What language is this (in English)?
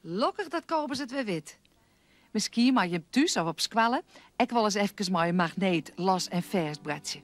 Western Frisian